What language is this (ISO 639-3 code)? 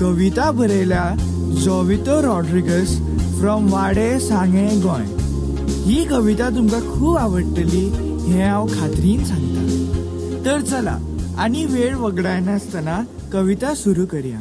kok